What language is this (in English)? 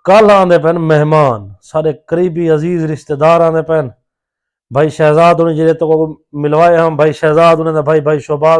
Saraiki